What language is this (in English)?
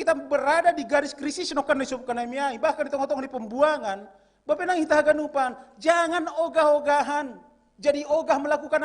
Batak Simalungun